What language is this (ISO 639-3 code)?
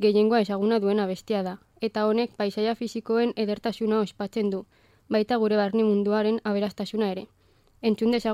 eus